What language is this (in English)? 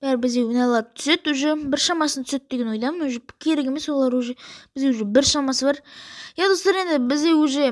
Kazakh